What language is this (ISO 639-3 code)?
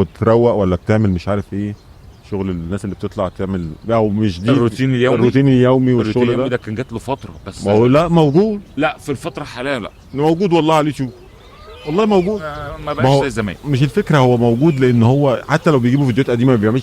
arz